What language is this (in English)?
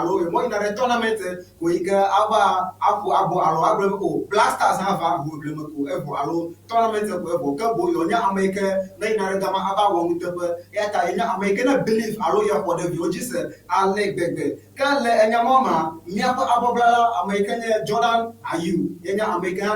Ewe